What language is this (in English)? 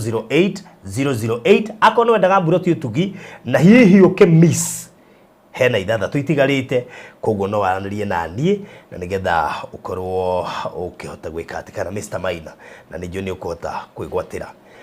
Kikuyu